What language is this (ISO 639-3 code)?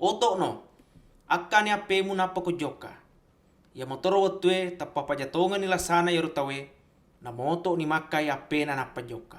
bug